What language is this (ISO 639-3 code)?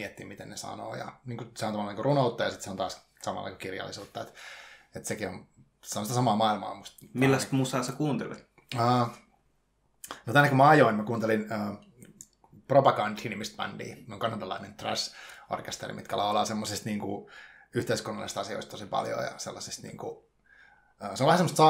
fin